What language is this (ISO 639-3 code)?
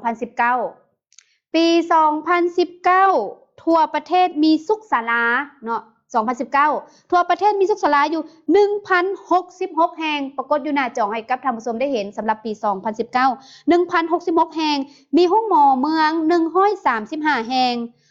lao